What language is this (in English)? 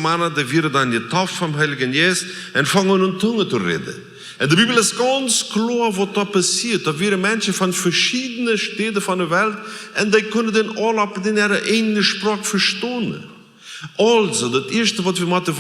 Plautdietsch